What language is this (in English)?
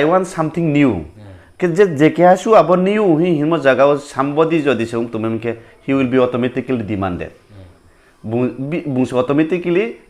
Riang (India)